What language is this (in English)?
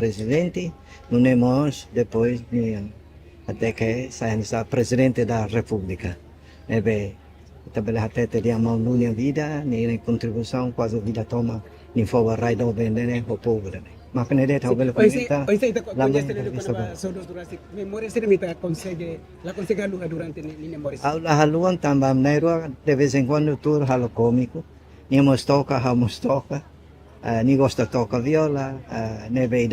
Tetum